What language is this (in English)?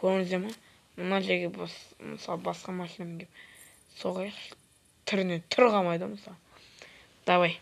Kazakh